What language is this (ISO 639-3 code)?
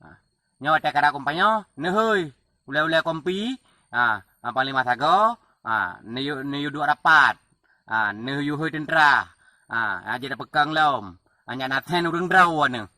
ace